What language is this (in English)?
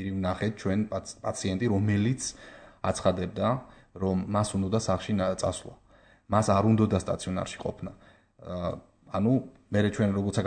Georgian